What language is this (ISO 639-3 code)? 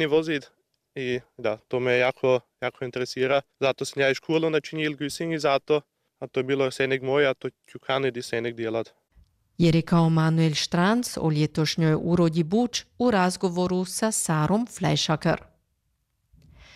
hrv